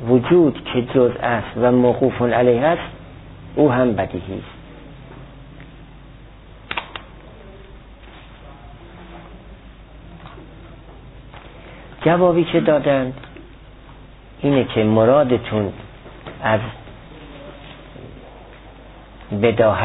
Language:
Persian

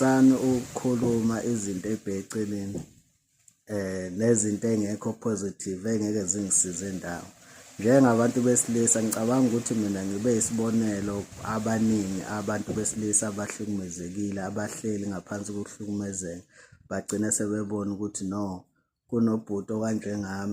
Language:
Zulu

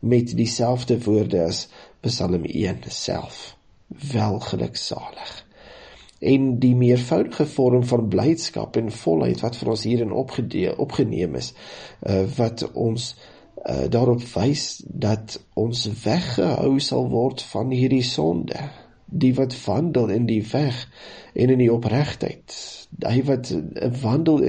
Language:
Afrikaans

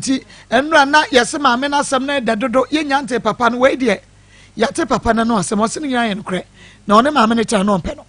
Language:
Akan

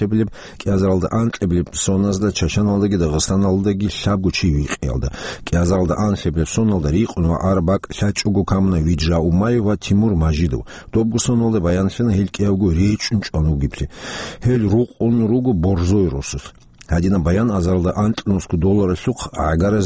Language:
Avaric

